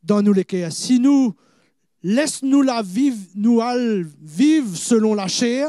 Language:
Morisyen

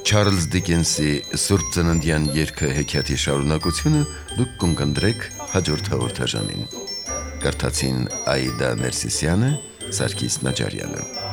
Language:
Armenian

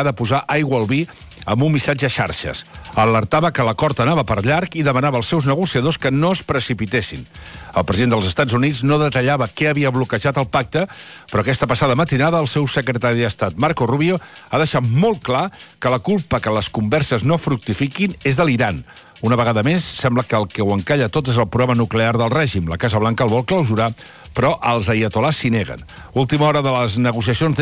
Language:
Catalan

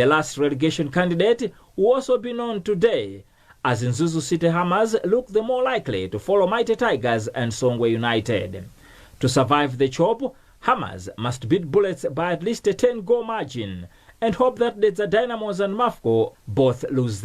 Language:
English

